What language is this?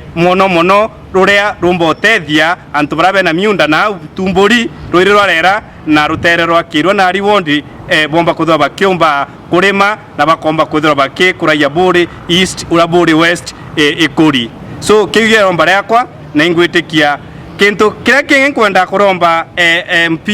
Meru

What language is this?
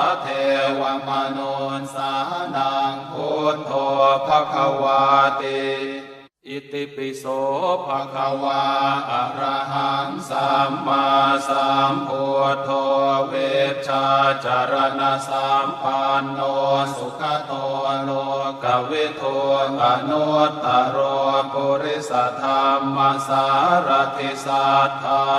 Pali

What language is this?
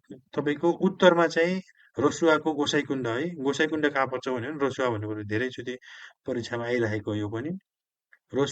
Nepali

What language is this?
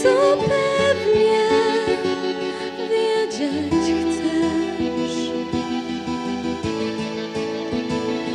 Polish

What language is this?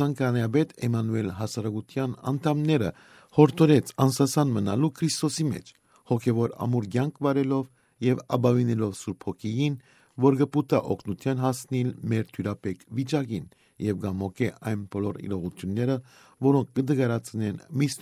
Western Armenian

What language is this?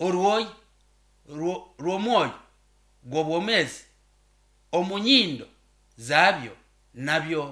Nyoro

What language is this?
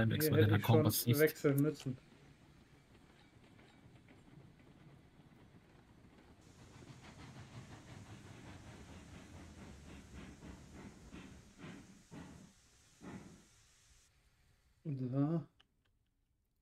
German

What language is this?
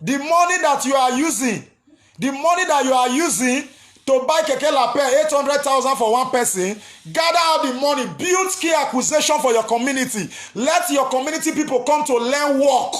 Nigerian Pidgin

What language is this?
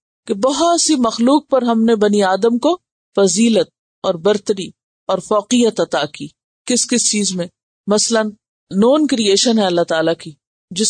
Urdu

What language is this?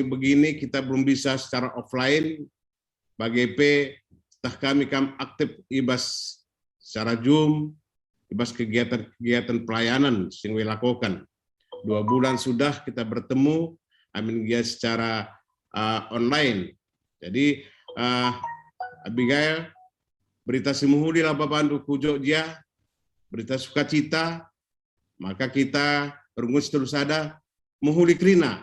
Batak Karo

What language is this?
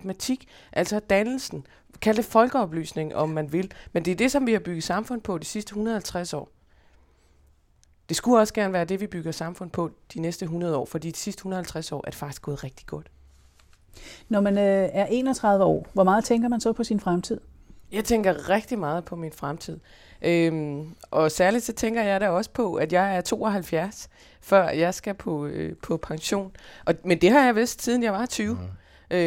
Danish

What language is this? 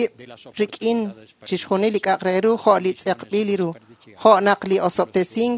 Kekchí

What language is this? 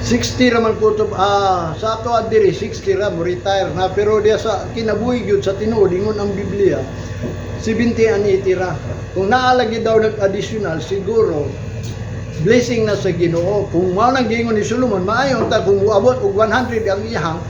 Cebuano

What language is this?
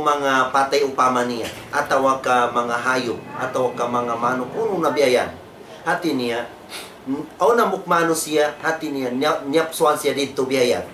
Tausug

